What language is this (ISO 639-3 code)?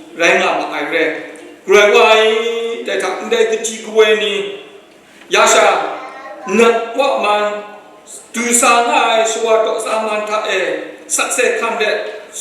kac